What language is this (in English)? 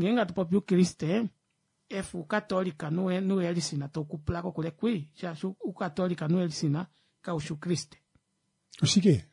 Kuanyama